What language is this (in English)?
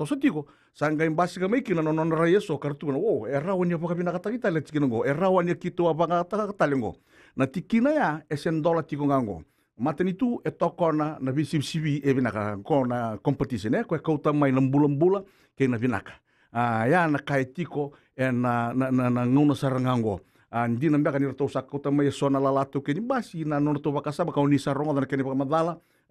Fijian